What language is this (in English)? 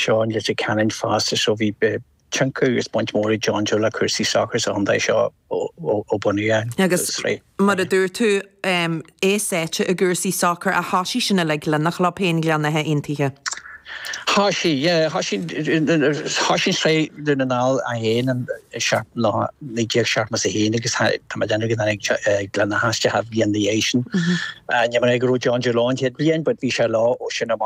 Irish